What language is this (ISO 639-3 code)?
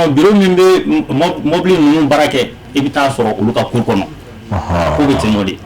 bam